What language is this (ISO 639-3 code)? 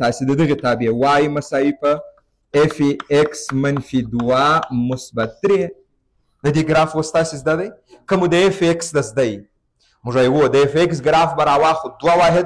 pus